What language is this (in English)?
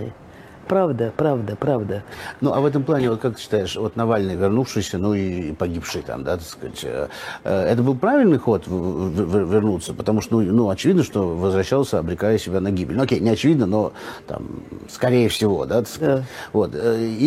Russian